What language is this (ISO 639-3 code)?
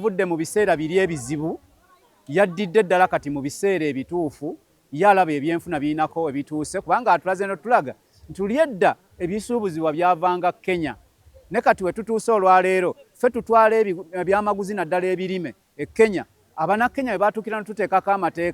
lug